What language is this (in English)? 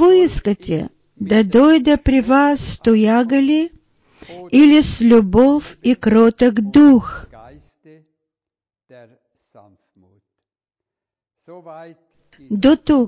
Bulgarian